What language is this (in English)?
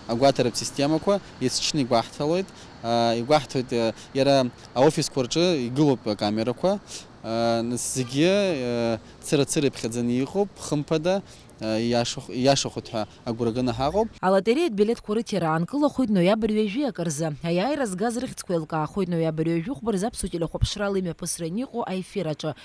Abkhazian